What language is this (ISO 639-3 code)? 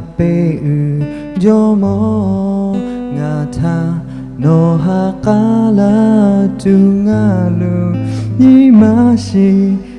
lhu